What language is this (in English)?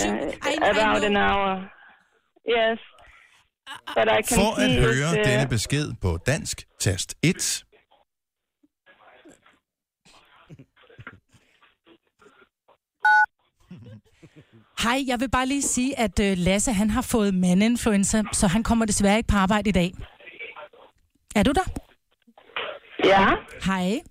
Danish